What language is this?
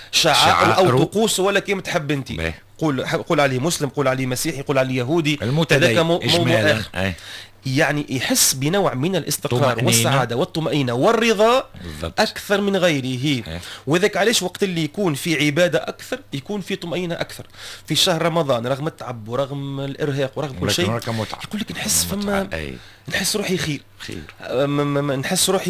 Tunisian Arabic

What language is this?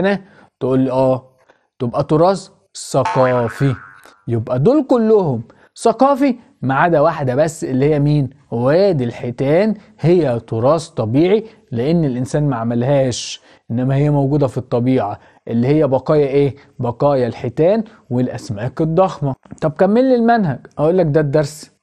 Egyptian Arabic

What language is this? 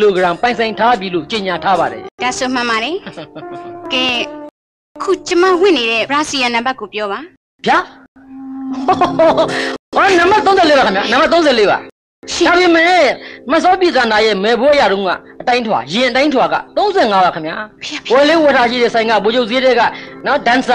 Burmese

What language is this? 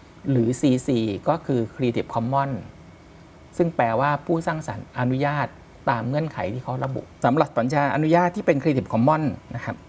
Thai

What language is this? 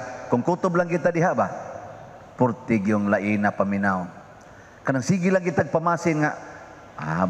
Cebuano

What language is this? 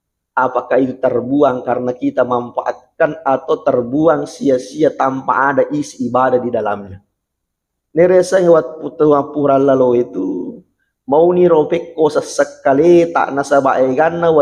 Buginese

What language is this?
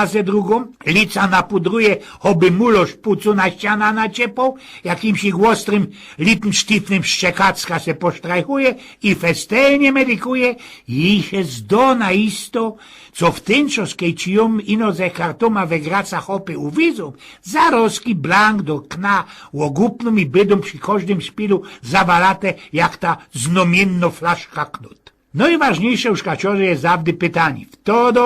Silesian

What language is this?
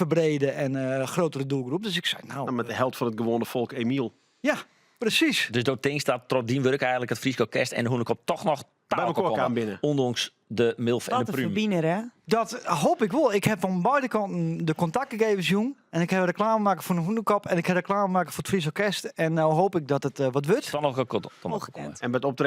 Western Frisian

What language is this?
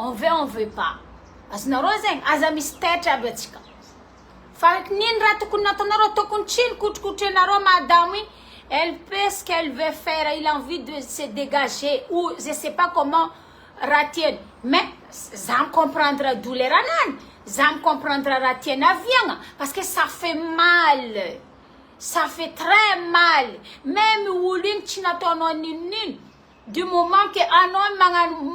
Malagasy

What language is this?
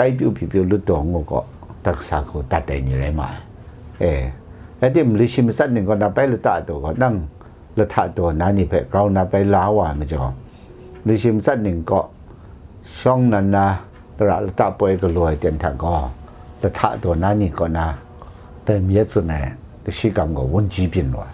Kachin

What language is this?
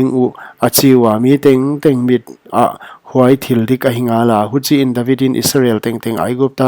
Paite Chin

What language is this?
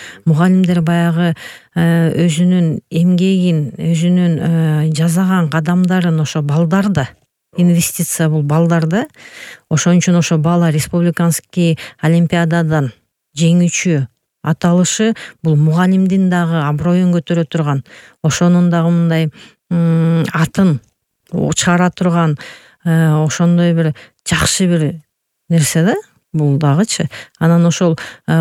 Kyrgyz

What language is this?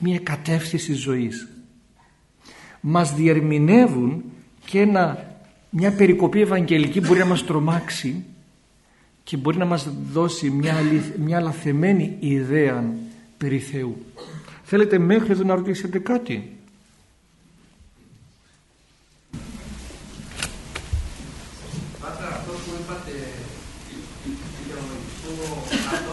Greek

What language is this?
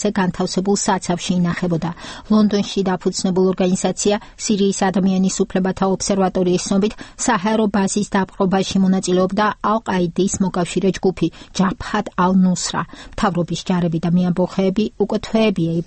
Georgian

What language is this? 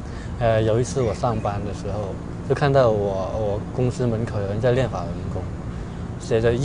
Chinese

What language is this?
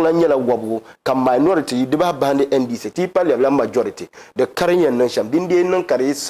Dagbani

